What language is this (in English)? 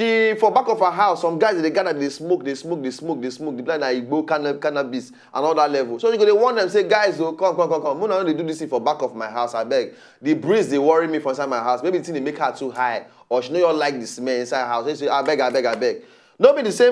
Nigerian Pidgin